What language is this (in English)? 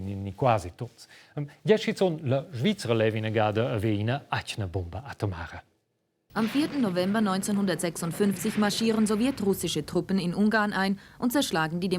Romansh